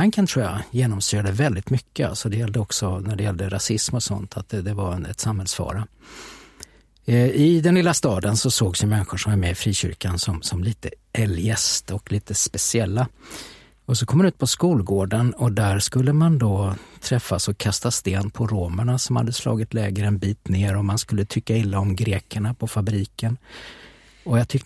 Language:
Swedish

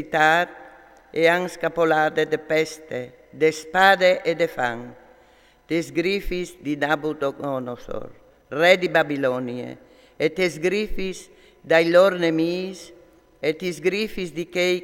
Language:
Friulian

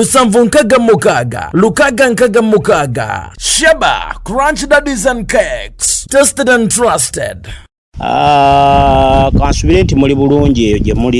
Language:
Ganda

